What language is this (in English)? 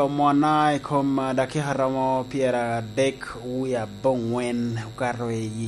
Lango (Uganda)